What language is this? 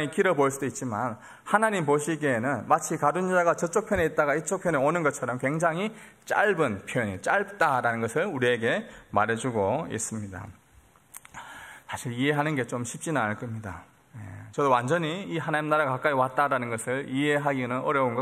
Korean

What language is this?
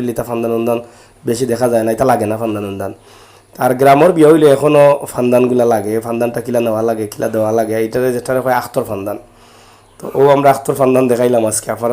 Sylheti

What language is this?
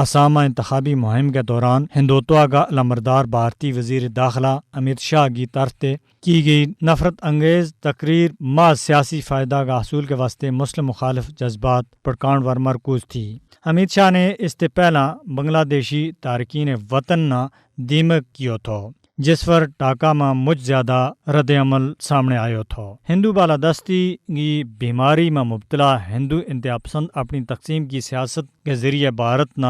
Gujari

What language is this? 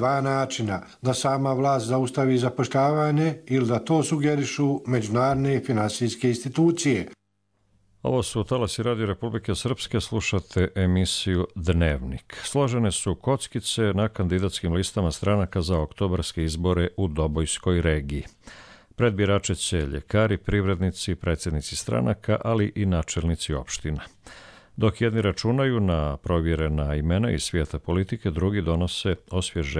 Croatian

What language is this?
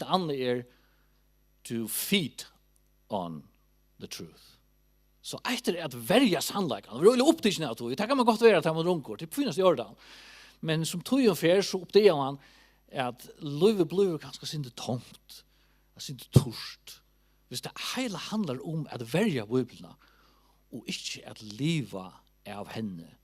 Faroese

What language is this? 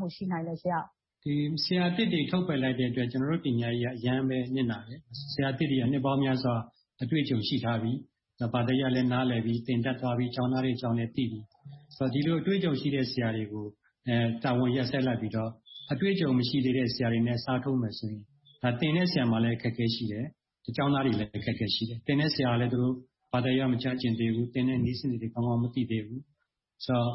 Burmese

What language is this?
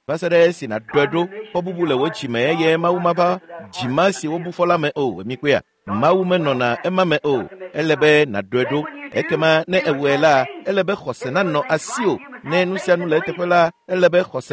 Ewe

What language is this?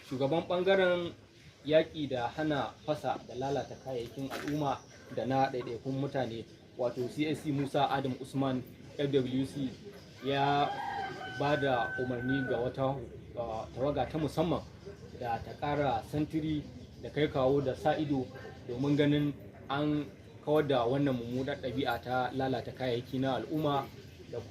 Hausa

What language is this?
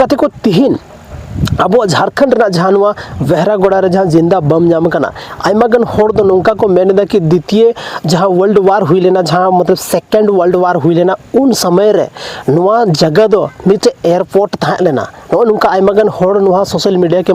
Santali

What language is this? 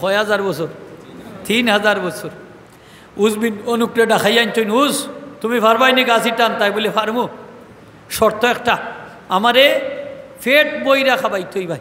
Sylheti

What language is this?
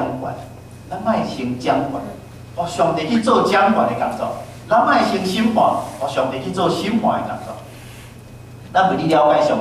Min Nan Chinese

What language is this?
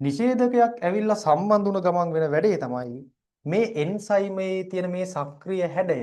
Sinhala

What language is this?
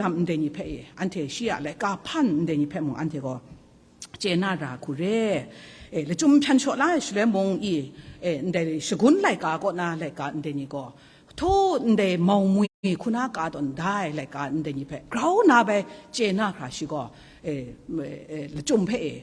Kachin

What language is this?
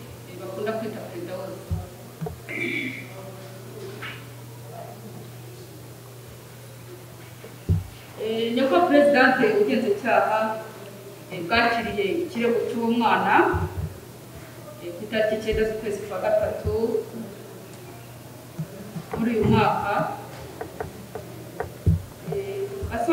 Kinyarwanda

